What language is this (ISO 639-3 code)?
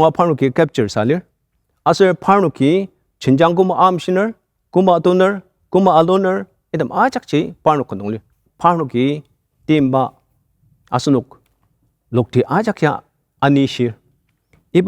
njo